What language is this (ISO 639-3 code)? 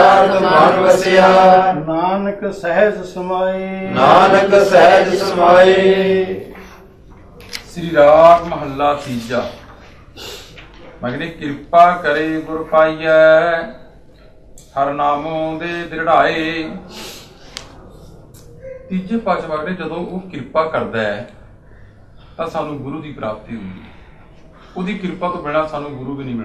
pan